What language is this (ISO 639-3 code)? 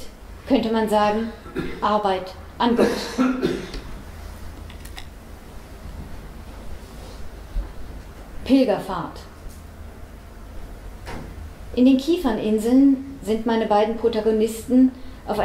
deu